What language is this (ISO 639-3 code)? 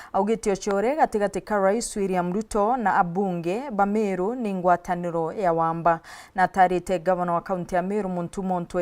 mer